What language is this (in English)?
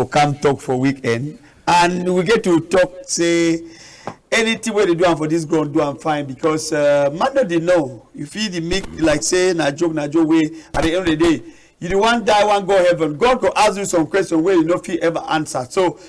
Cameroon Pidgin